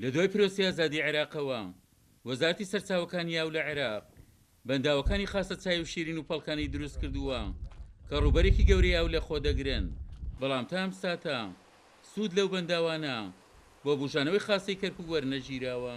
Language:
Central Kurdish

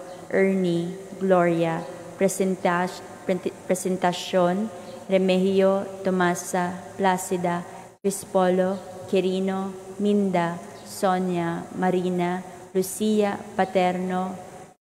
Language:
Cebuano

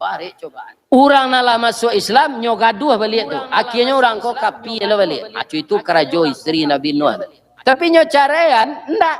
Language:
Minangkabau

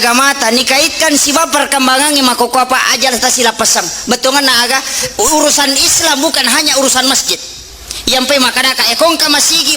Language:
Buginese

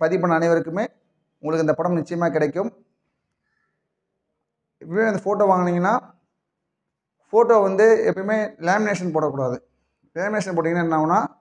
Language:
Tamil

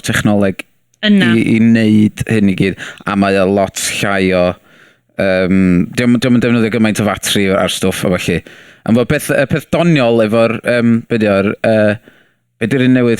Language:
Welsh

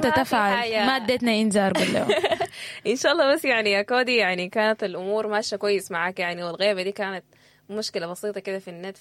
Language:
Sudanese Arabic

